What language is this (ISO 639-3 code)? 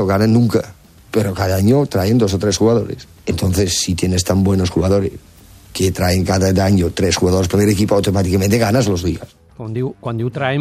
cat